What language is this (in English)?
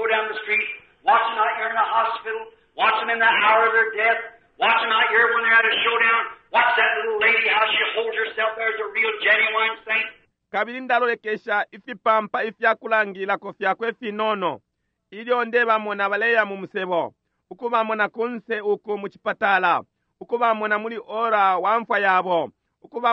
Bemba